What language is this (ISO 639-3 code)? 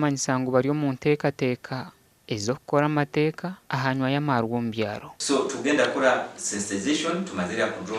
nyn